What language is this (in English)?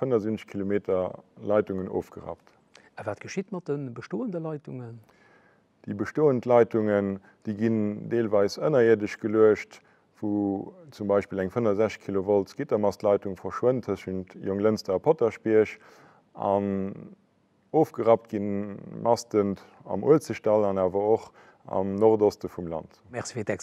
Luxembourgish